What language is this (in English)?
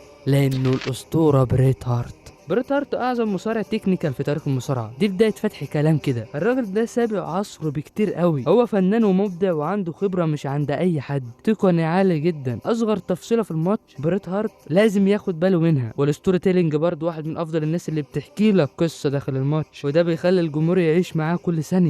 Egyptian Arabic